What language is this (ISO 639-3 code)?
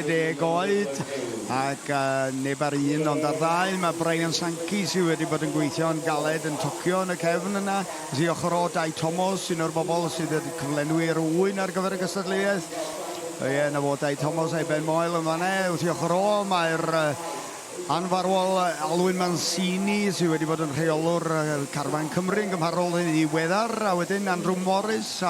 cym